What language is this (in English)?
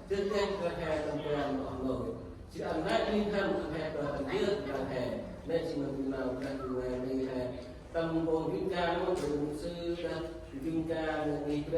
Central Mnong